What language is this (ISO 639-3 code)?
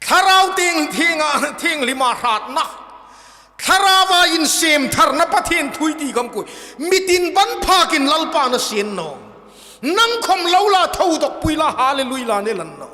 hmr